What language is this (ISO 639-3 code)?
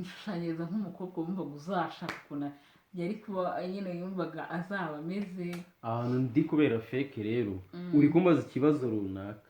kin